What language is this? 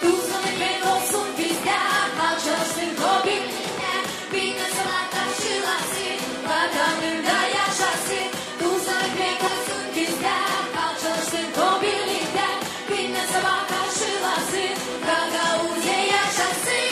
Gagauz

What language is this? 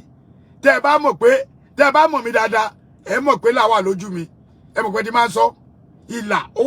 Yoruba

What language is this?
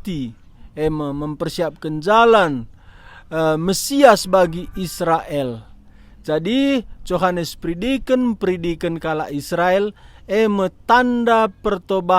Batak Karo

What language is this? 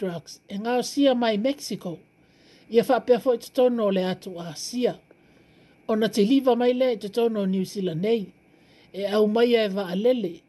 Samoan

